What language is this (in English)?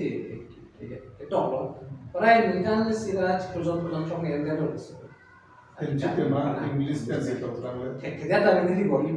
Karbi